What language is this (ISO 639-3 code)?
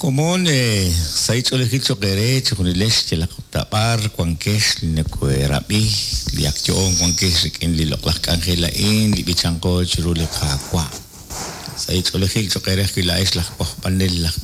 kek